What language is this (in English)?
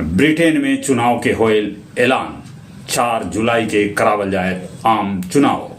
Magahi